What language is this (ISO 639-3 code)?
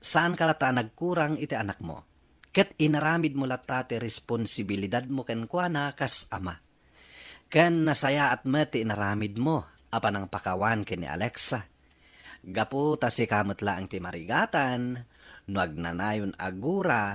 ilo